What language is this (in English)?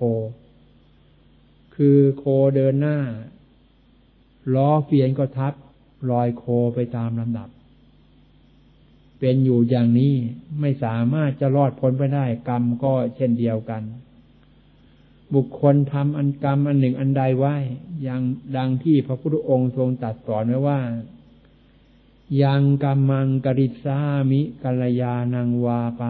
Thai